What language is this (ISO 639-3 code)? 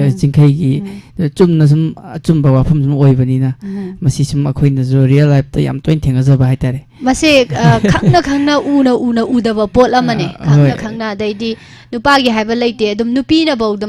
mni